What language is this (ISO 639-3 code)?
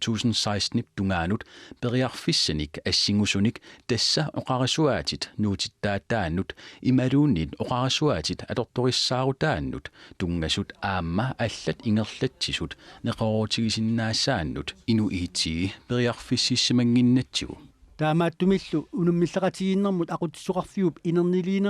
kal